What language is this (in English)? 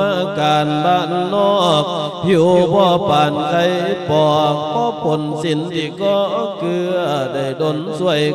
Lao